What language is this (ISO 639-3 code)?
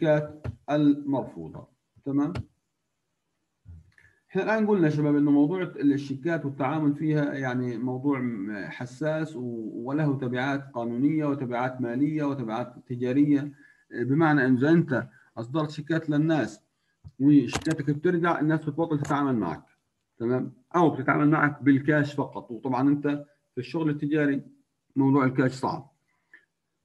ajp